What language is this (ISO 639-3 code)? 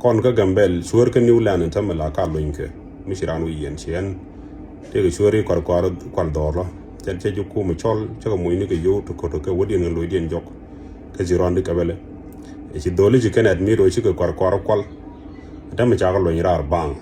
nus